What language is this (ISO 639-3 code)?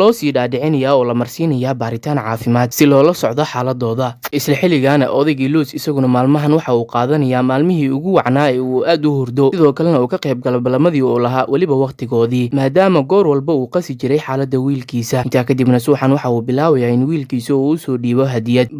som